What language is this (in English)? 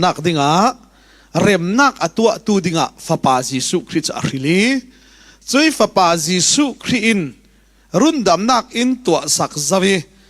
Falam Chin